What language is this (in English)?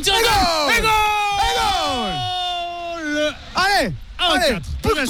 French